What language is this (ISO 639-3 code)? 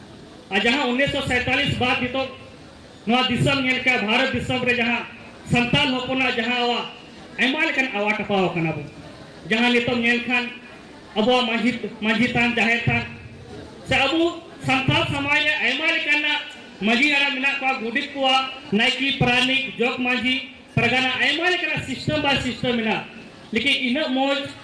sat